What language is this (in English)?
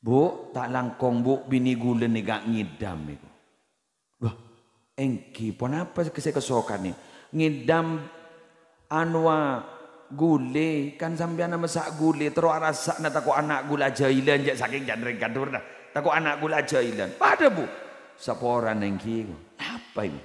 Madurese